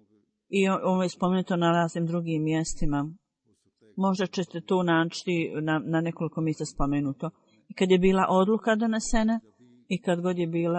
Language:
Bosnian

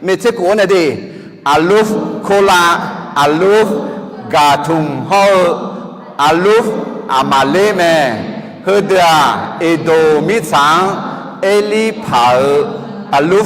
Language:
Akha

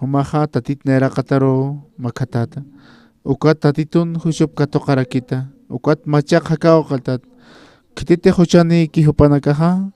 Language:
Aymara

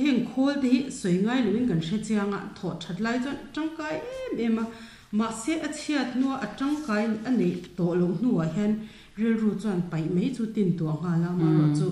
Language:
Mizo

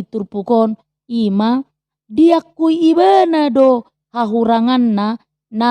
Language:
Batak Toba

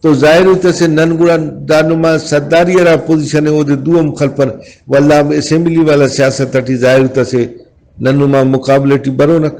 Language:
Brahui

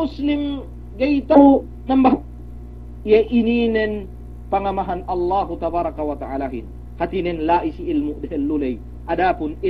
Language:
Yakan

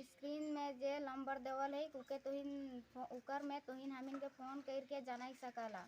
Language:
Sadri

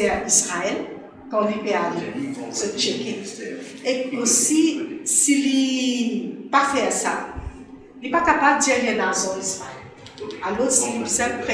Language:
Morisyen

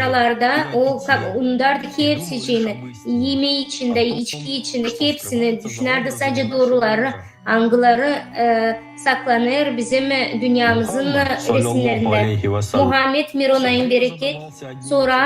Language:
Gagauz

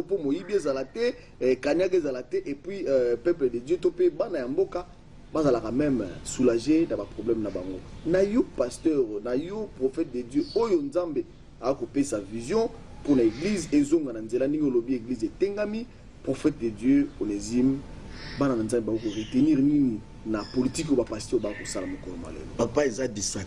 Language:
Lingala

